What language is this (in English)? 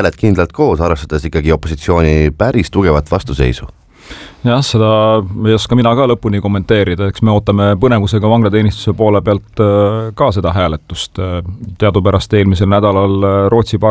Estonian